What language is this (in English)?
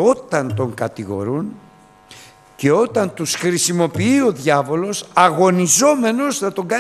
Greek